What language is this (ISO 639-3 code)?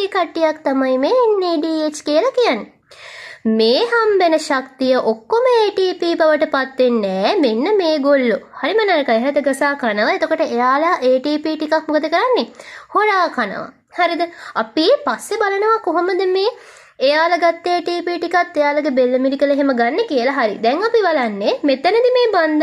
sin